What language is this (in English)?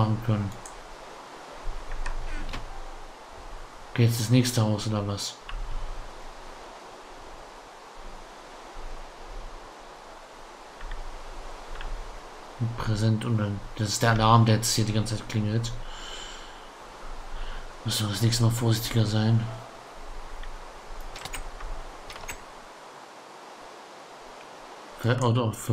German